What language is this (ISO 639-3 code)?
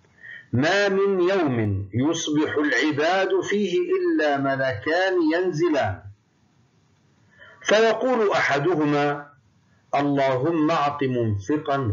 ara